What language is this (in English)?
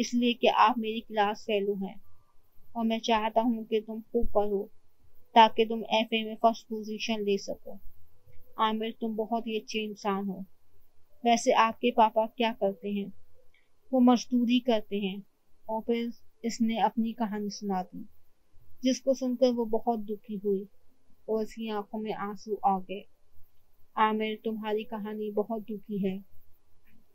Urdu